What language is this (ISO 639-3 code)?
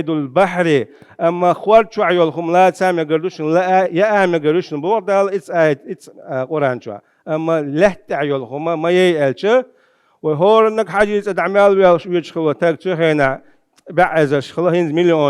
che